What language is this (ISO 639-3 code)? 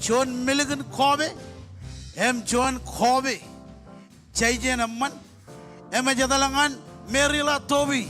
mah